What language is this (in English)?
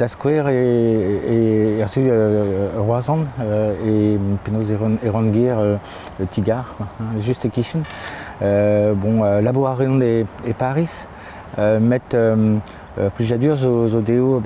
Breton